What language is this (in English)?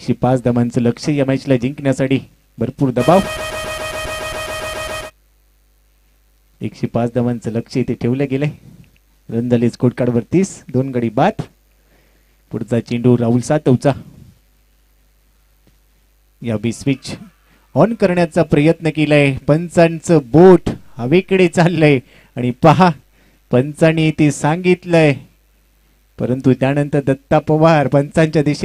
Marathi